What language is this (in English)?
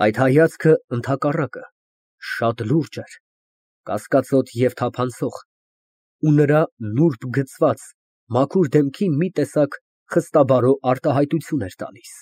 Armenian